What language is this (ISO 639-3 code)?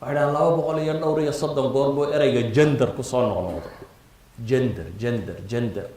som